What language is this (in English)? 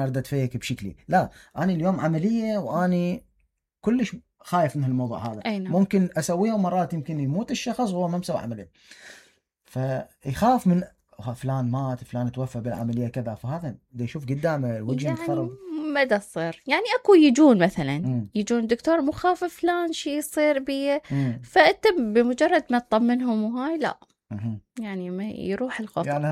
Mesopotamian Arabic